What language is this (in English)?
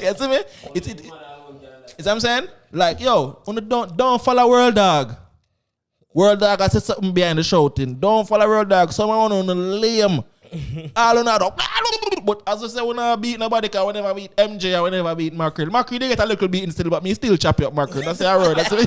Jamaican Creole English